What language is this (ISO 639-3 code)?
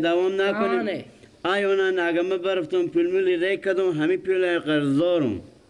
fas